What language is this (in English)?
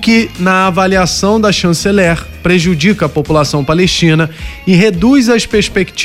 Portuguese